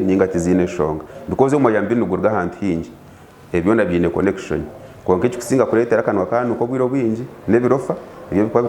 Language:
Nyankole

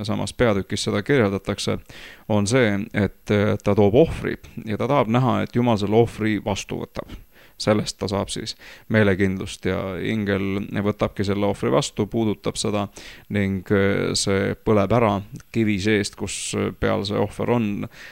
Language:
Estonian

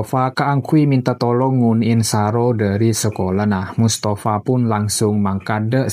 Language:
Madurese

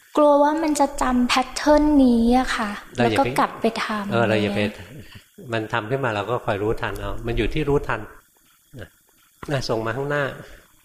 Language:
Thai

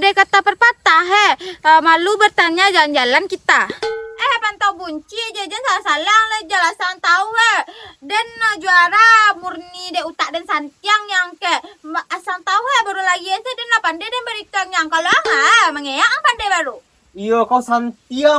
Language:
Minangkabau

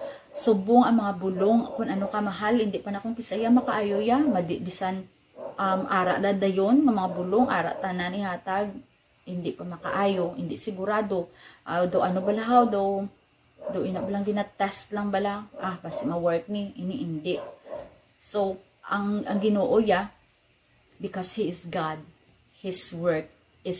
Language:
Hiligaynon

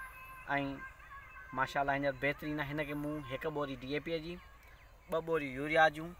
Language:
Sindhi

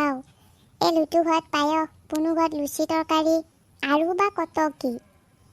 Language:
Assamese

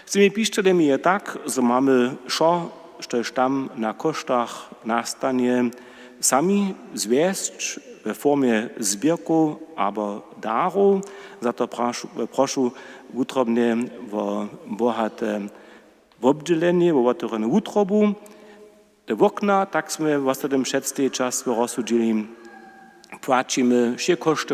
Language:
Upper Sorbian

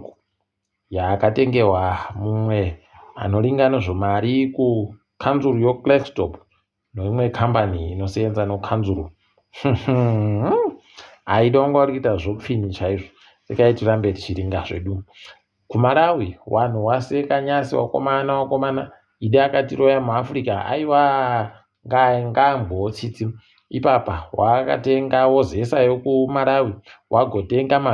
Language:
Ndau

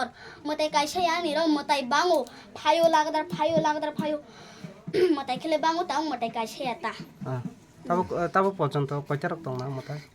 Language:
Kok Borok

